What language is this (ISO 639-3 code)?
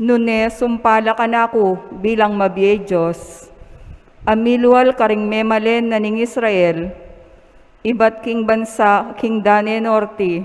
pam